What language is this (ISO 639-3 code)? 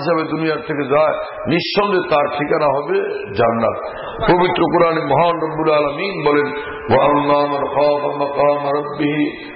ben